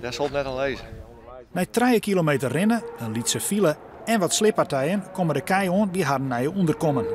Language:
Western Frisian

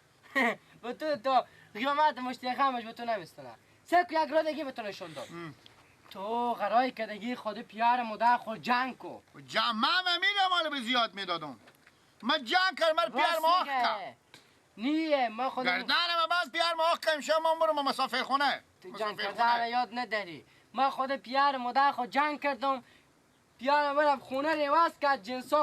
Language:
Persian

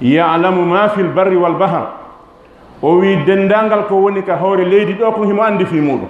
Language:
Fula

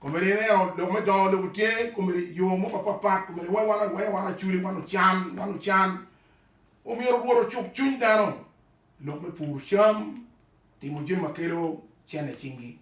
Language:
Acoli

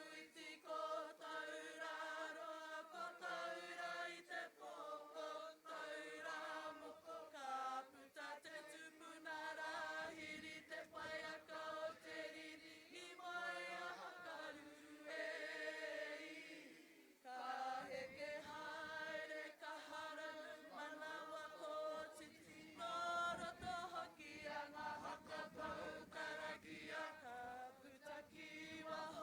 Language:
Māori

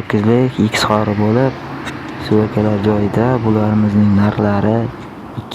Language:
Uzbek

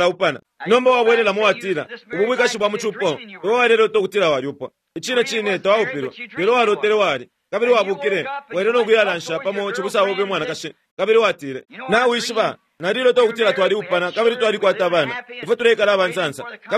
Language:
Bemba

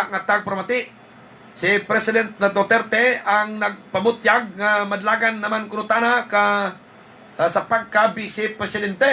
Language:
Hiligaynon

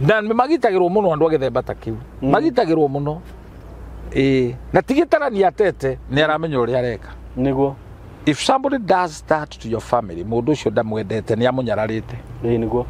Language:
Kikuyu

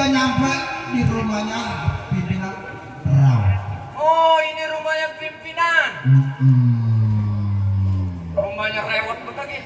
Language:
Betawi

